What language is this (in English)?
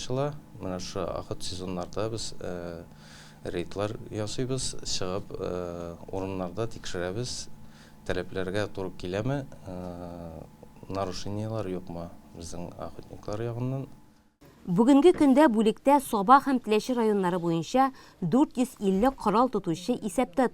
Tatar